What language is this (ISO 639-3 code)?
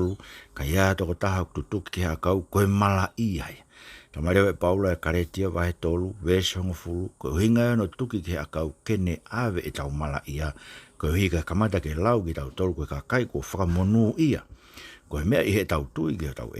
ton